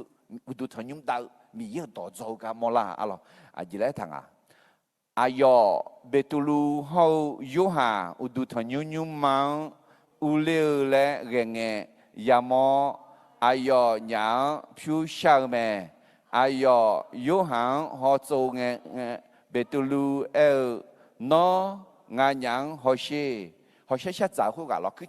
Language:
Akha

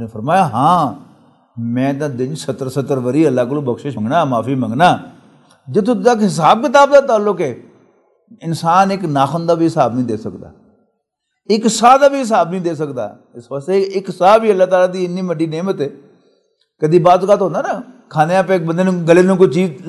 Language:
Western Panjabi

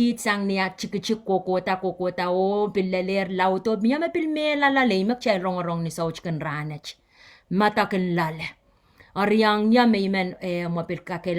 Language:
Pohnpeian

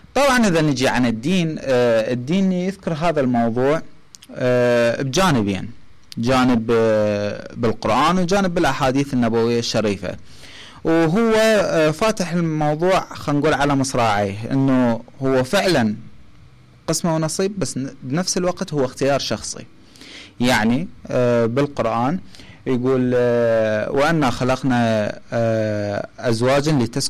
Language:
Mesopotamian Arabic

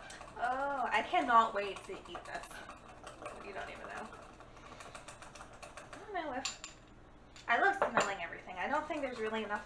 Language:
English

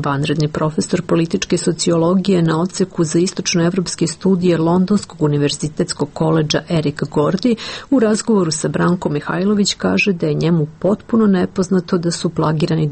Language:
Serbian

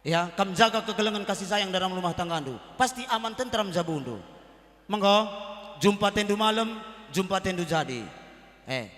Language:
Batak Karo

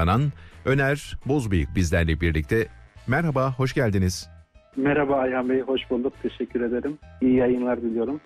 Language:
Turkish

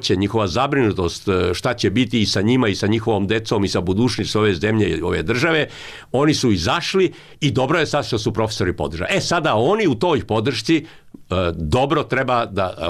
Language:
Serbian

